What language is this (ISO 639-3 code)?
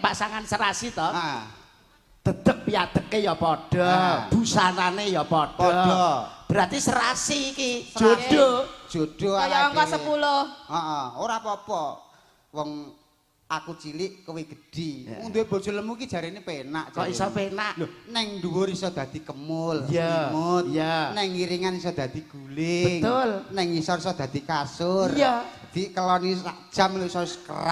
jav